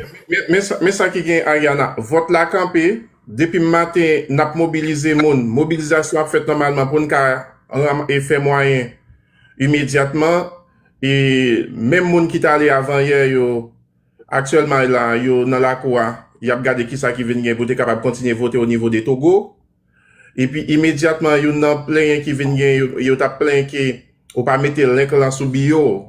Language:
Haitian Creole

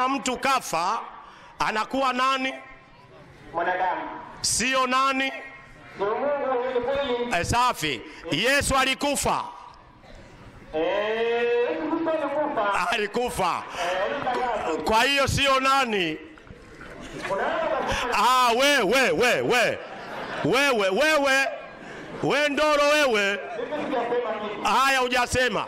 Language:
Swahili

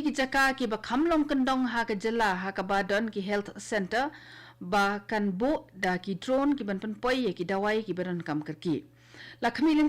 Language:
Khasi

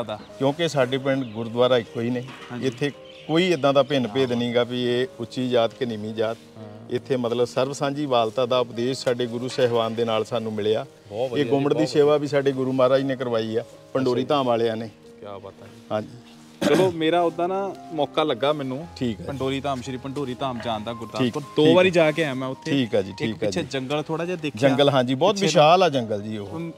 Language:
Punjabi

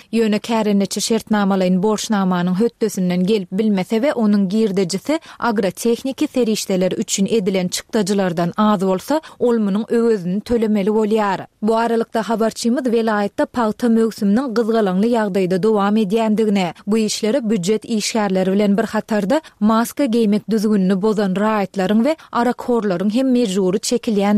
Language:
Turkmen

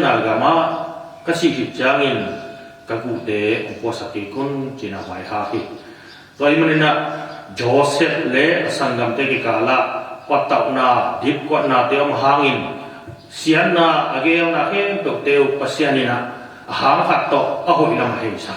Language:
Tedim Chin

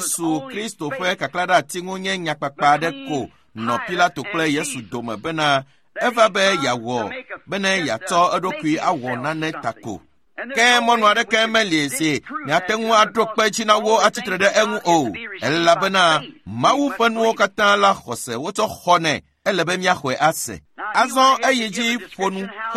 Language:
Ewe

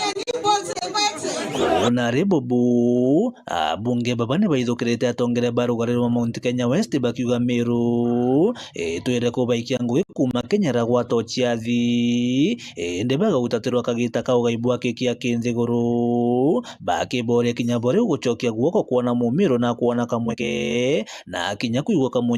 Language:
Meru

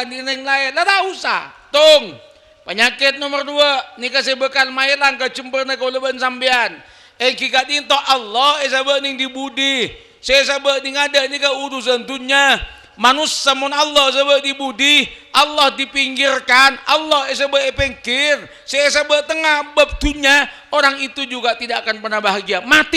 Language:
Madurese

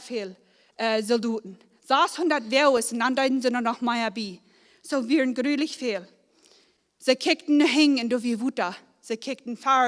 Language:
Plautdietsch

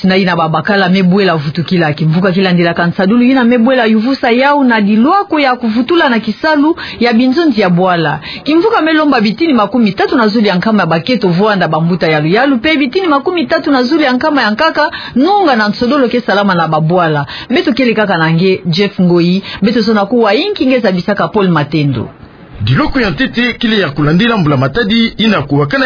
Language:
Kituba (Democratic Republic of Congo)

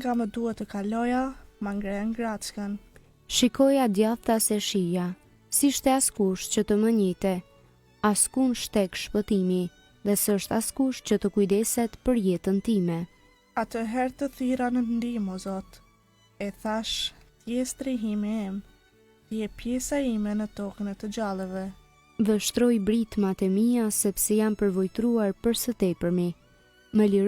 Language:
Albanian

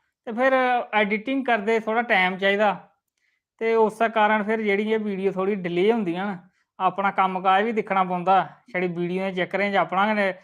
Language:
Dogri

